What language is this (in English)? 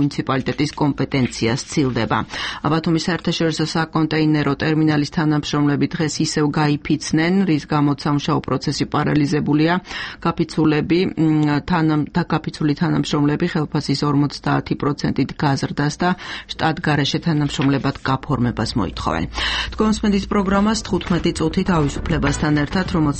Georgian